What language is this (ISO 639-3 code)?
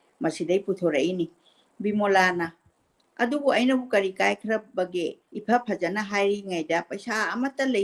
mni